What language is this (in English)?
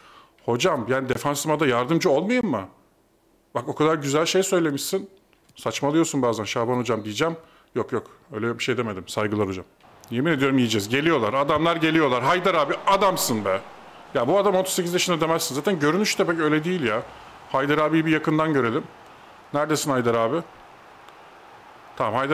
Turkish